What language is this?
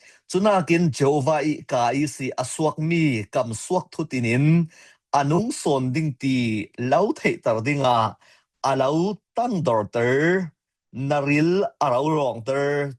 Falam Chin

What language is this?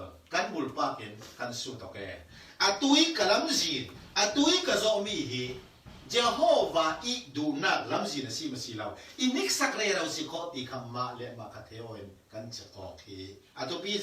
Falam Chin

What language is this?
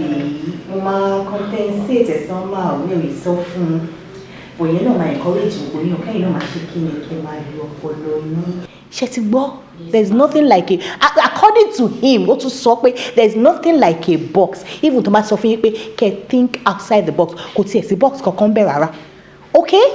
Yoruba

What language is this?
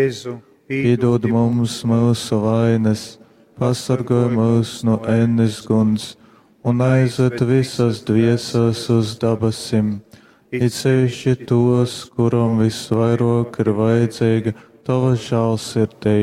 Latgalian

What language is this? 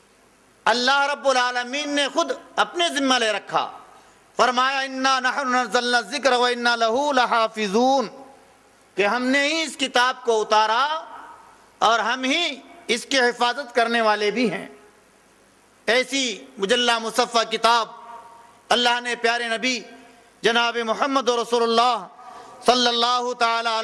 Urdu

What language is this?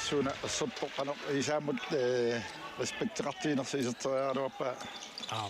Kalaallisut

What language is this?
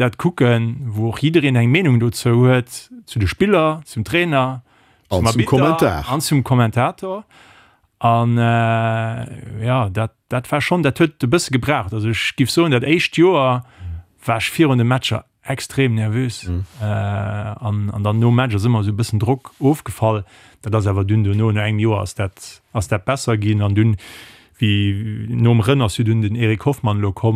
Luxembourgish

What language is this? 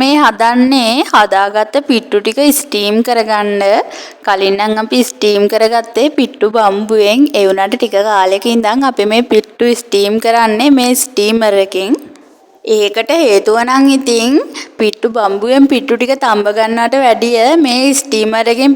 Sinhala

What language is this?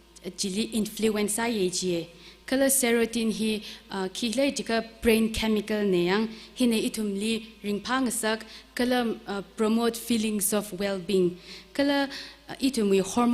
Tangkhul Naga (India)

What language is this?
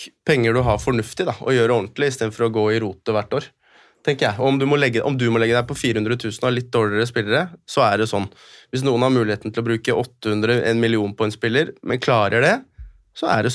Norwegian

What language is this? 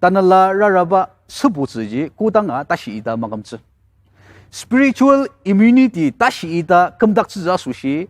Ao Naga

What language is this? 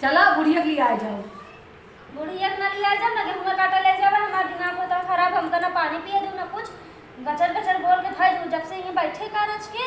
Awadhi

